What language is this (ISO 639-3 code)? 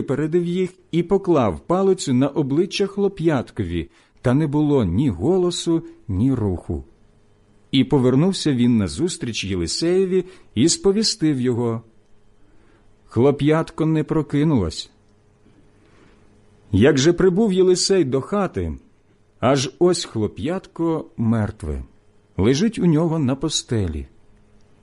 ukr